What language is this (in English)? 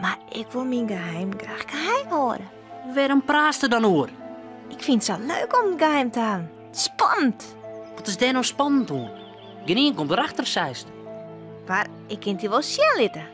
Western Frisian